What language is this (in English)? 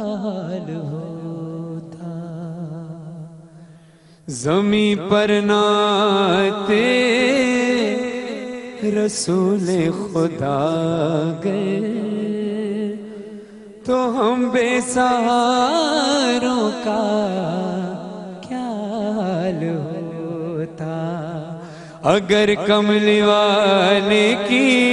Urdu